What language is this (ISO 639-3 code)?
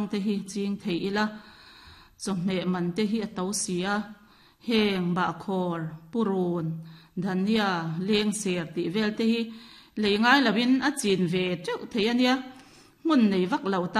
lus